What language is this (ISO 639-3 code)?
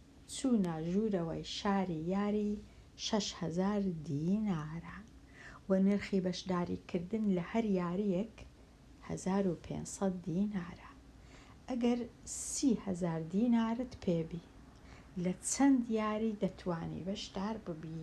ckb